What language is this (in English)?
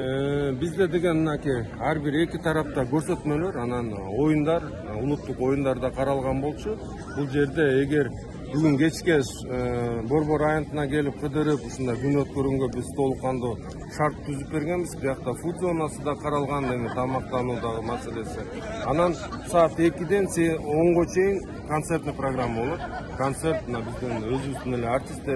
Kyrgyz